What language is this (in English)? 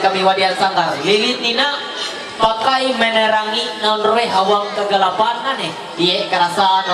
Ma'anyan